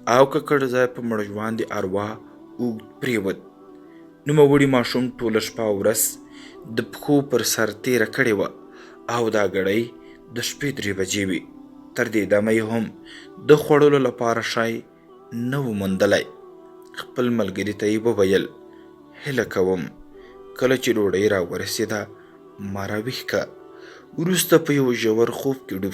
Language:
Pashto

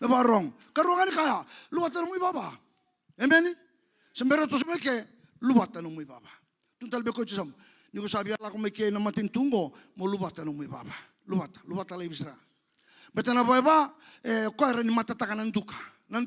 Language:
Fijian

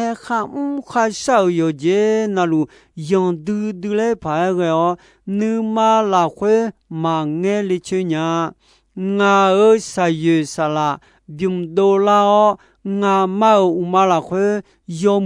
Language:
Akha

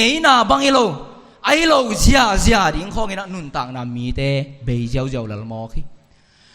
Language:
Tedim Chin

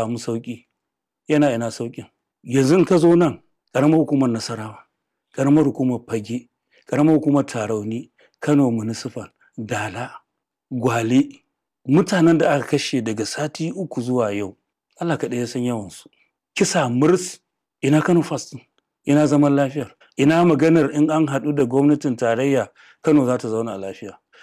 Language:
Hausa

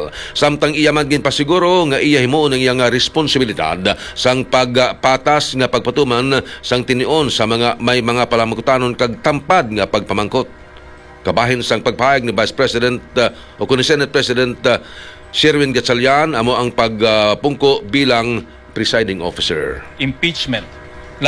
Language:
Hiligaynon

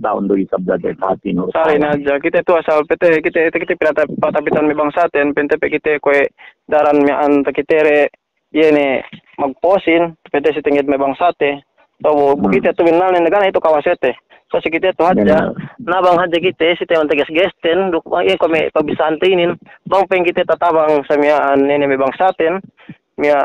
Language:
Yakan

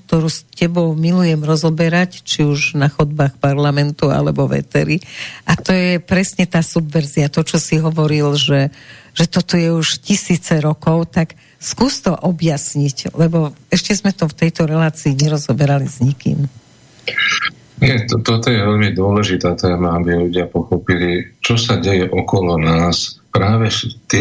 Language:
Slovak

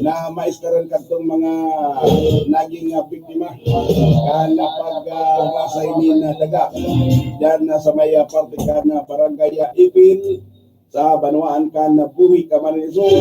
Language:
Bikol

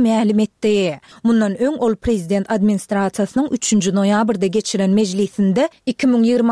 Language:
Turkmen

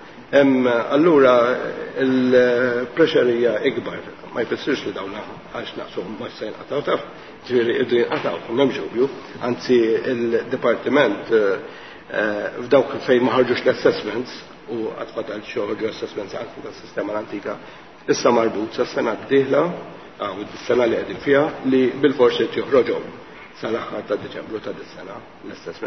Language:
Maltese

